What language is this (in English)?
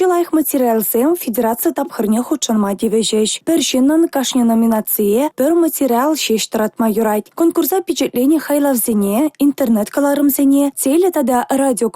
Chuvash